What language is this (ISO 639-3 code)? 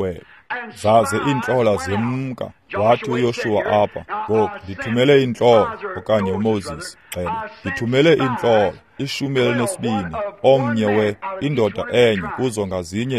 xho